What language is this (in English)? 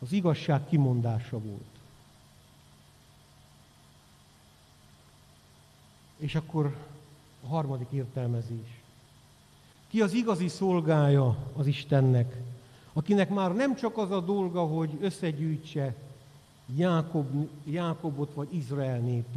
Hungarian